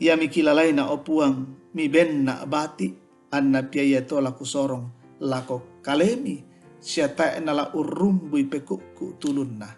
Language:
Toraja-Sa'dan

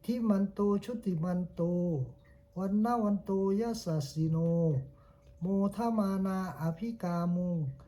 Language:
Pali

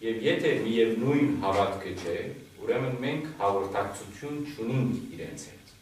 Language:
Western Armenian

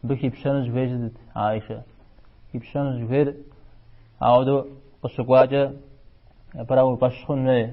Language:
Kabardian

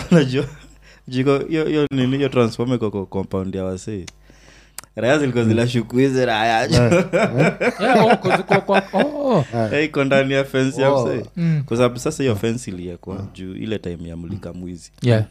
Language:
Swahili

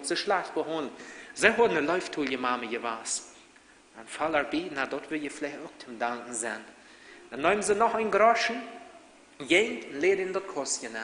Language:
Plautdietsch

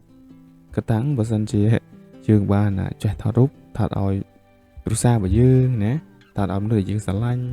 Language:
Khmer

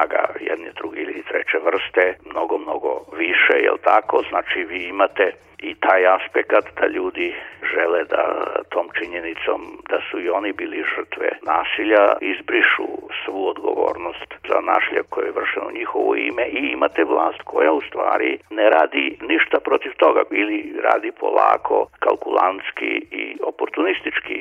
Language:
Serbian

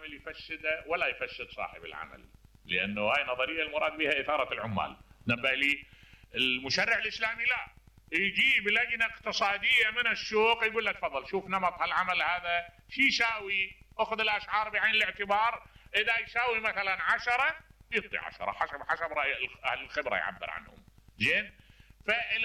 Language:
Mesopotamian Arabic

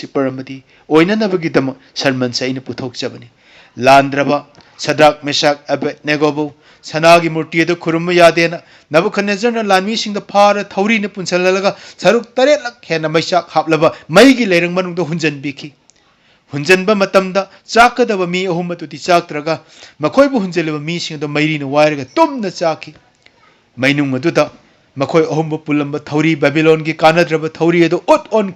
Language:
Manipuri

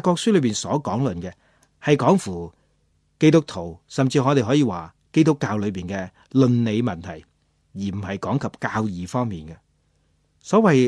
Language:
Cantonese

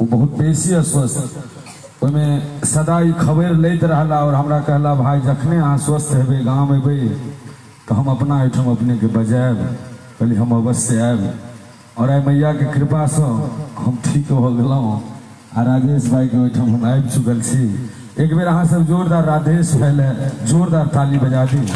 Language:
Maithili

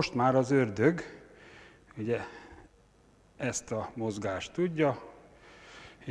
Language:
Hungarian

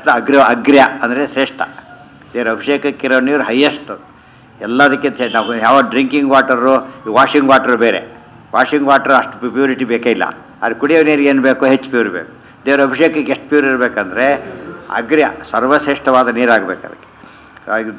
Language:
Kannada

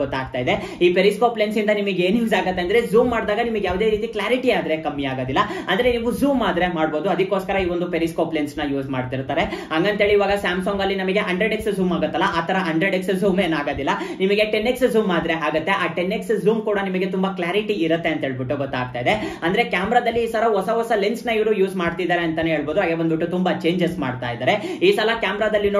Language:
Kannada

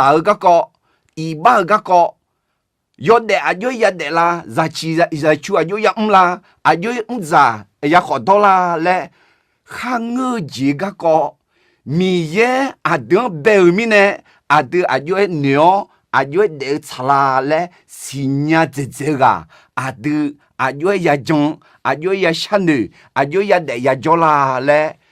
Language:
Akha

